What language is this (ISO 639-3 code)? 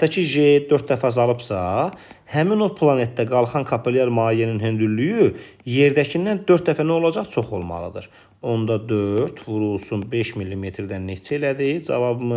aze